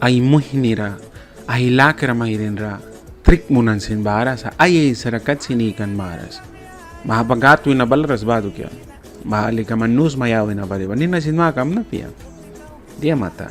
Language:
Mískito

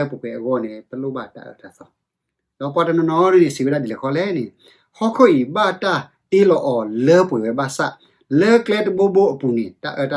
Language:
S'gaw Karen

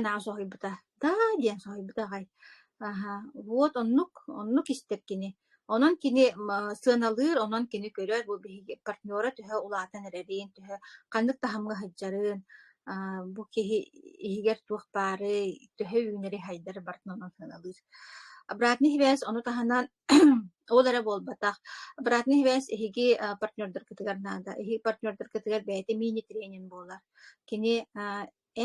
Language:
Yakut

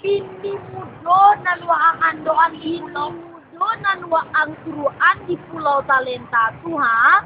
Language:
Minangkabau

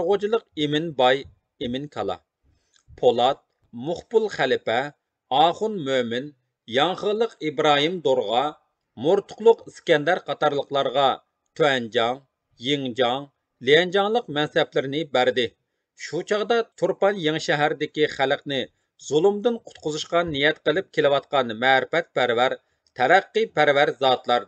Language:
Uyghur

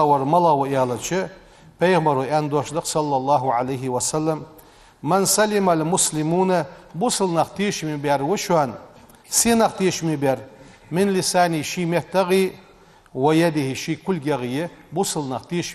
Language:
Ingush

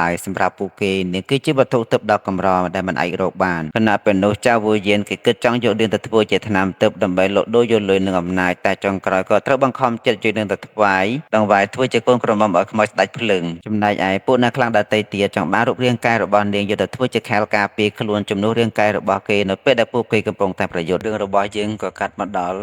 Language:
Khmer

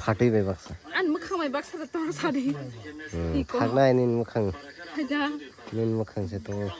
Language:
Kok Borok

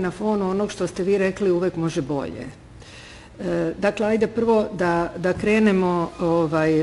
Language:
Serbian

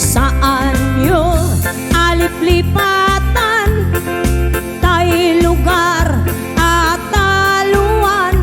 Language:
Iloko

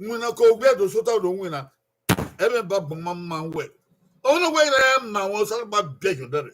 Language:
Bini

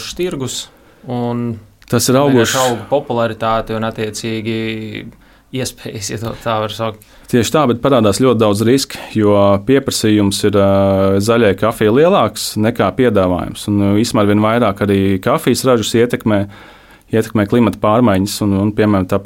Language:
Latvian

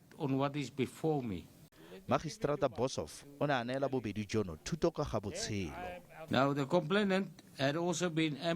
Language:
Tswana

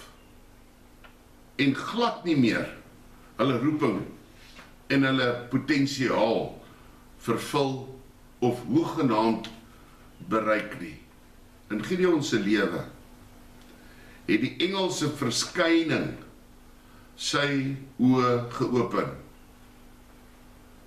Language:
Afrikaans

